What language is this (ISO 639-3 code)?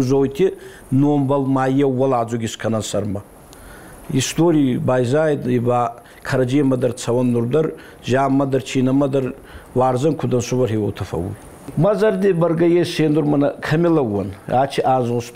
oss